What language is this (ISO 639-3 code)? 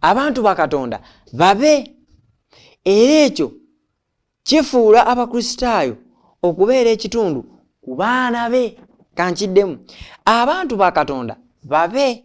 lug